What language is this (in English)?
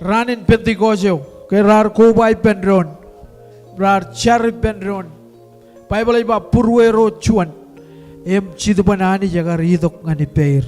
Marshallese